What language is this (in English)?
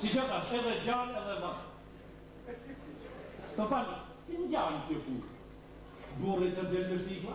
Albanian